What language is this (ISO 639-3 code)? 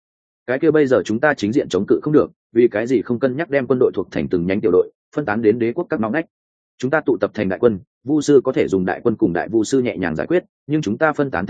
vie